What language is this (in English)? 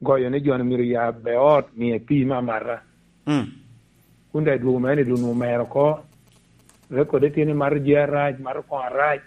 Lango (Uganda)